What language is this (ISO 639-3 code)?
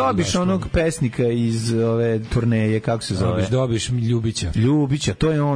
srp